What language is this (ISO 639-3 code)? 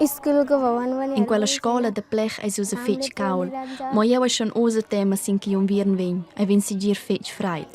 roh